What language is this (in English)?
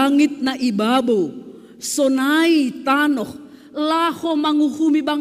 Batak Simalungun